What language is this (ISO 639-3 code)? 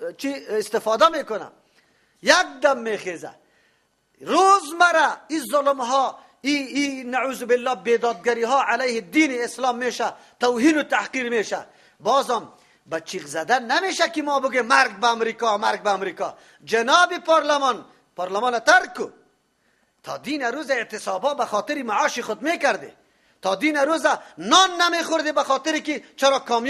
fas